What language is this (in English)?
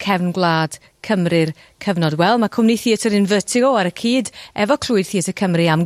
Welsh